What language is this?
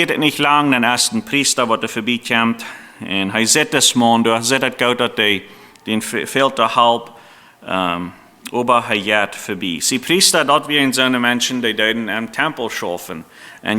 Plautdietsch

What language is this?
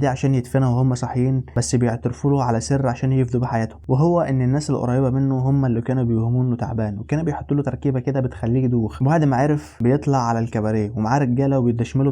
Egyptian Arabic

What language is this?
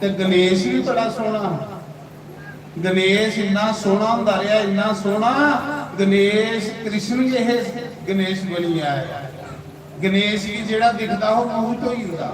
Dogri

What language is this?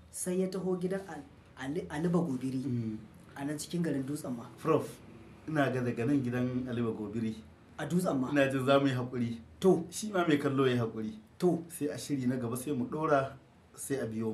Hausa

